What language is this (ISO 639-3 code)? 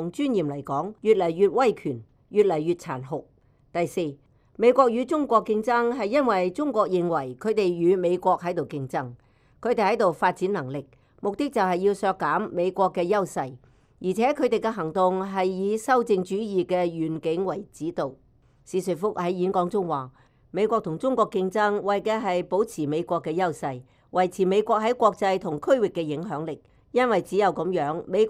yue